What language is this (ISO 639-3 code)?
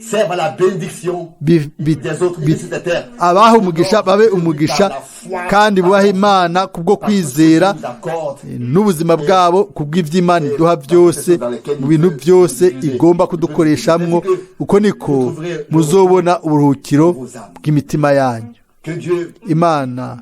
run